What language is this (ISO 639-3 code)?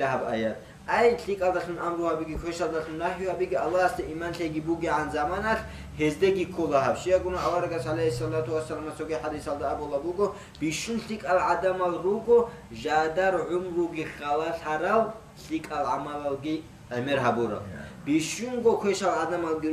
ava